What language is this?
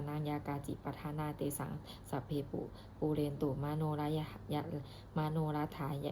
Pali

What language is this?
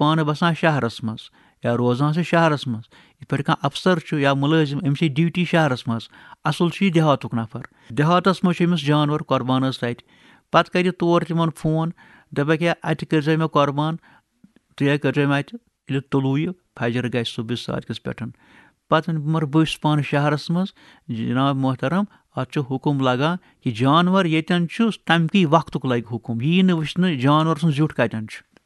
Kashmiri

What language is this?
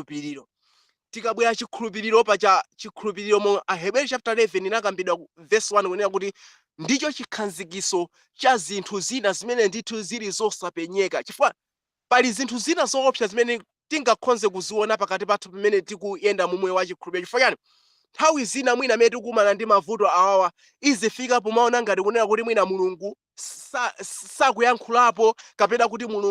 Nyanja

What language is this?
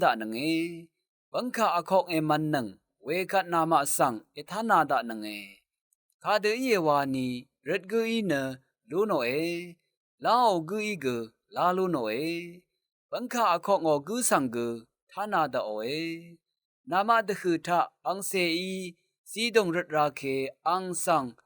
Rawang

